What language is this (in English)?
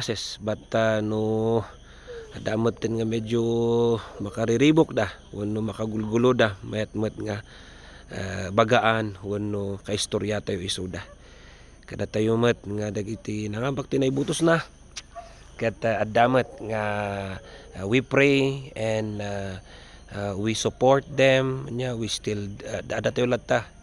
Iloko